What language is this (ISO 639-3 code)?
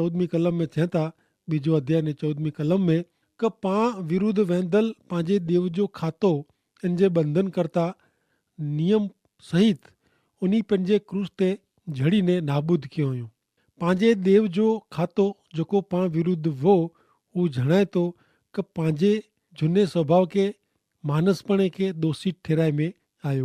kfr